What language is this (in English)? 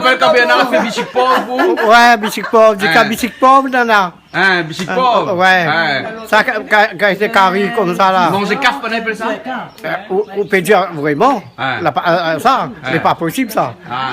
Réunion Creole French